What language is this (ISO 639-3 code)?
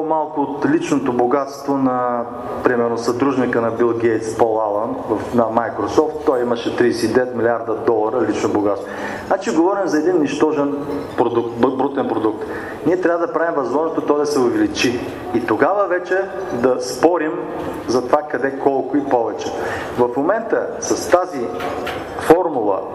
bul